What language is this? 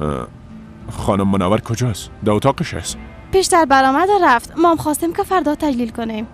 Persian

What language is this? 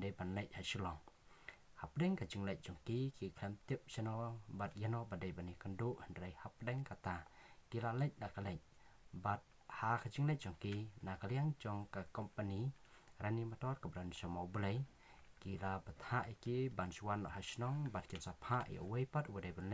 Khasi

